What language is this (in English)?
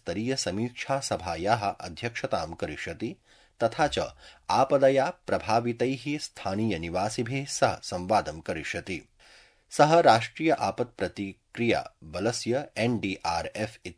Sanskrit